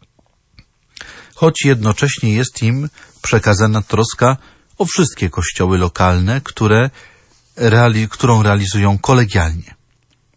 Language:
Polish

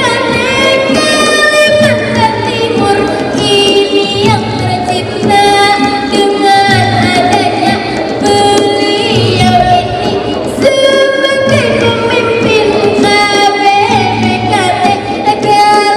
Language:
Banjar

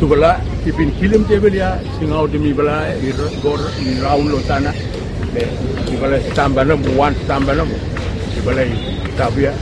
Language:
Bislama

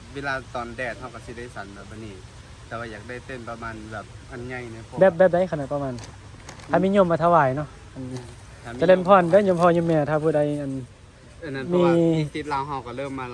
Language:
Northeastern Thai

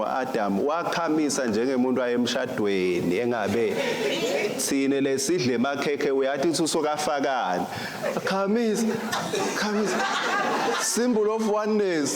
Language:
Swati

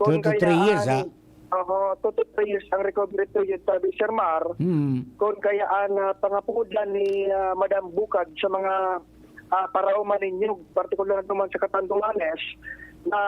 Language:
Bikol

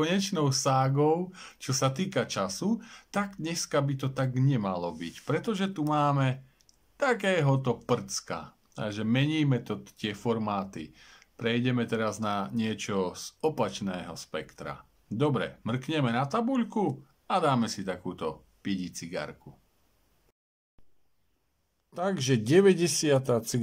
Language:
Slovak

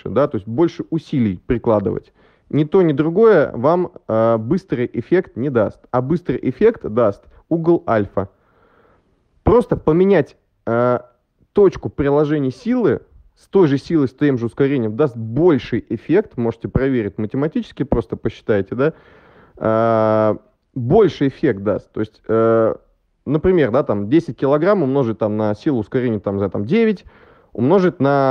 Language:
Russian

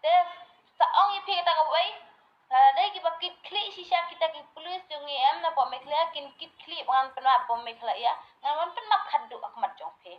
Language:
Khasi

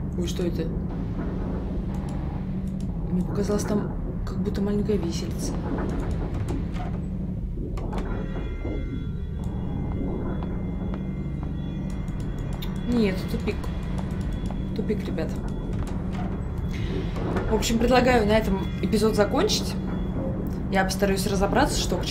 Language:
Russian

